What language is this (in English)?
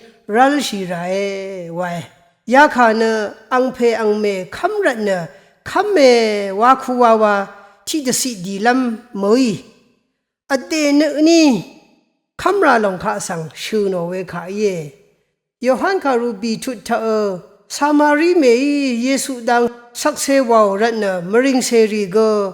Rawang